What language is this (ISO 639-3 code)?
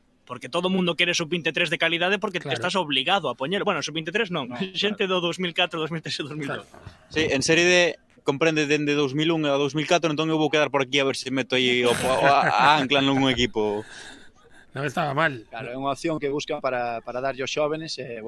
glg